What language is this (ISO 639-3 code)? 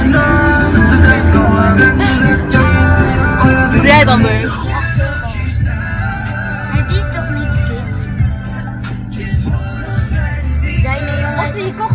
nld